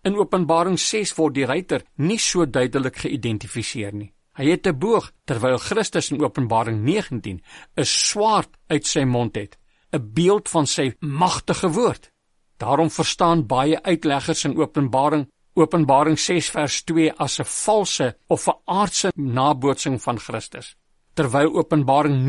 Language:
Afrikaans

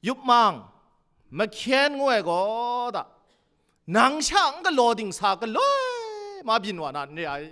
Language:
Kachin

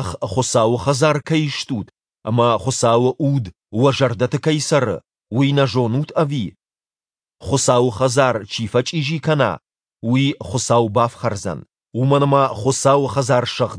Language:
Ossetic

